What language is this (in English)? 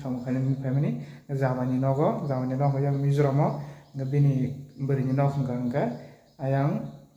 Kok Borok